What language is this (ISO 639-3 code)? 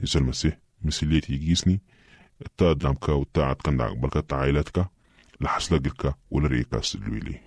apd